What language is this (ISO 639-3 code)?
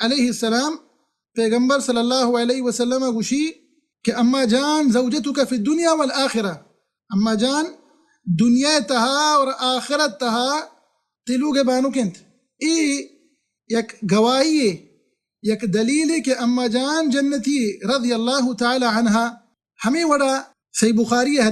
bal